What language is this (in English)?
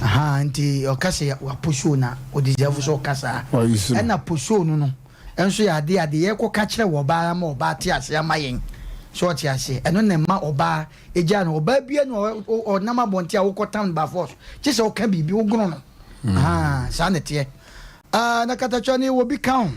Akan